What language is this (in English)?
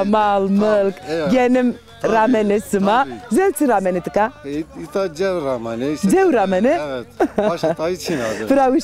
Zaza